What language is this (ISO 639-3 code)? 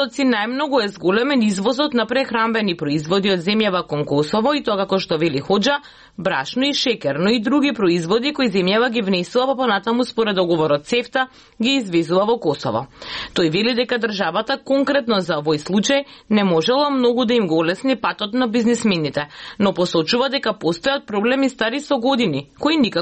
mkd